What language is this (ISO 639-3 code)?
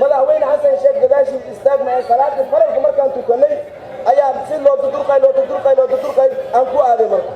som